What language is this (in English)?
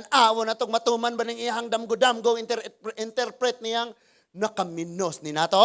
Cebuano